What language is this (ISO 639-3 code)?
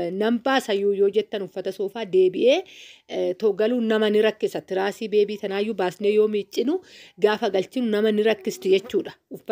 orm